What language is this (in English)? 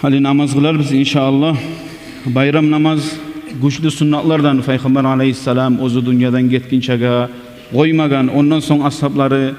Kumyk